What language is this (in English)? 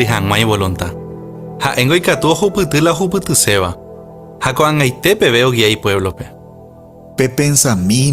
Guarani